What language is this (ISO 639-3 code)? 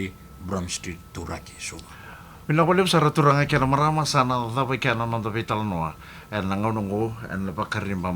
fij